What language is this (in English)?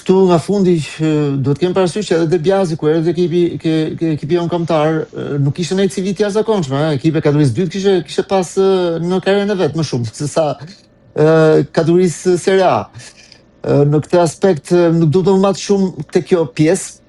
Albanian